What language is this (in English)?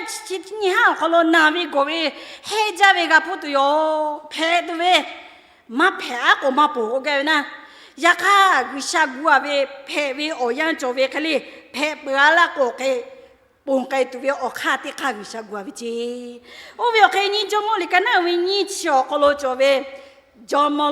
Lahu